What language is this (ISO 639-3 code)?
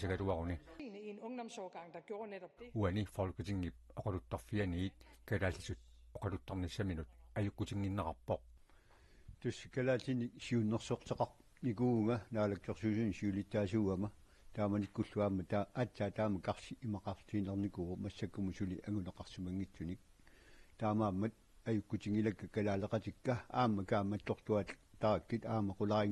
kal